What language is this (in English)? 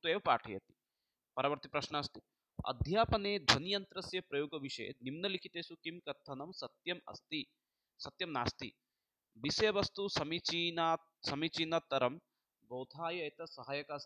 Sanskrit